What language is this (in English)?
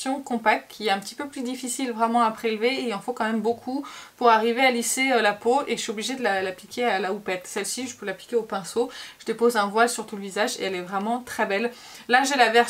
French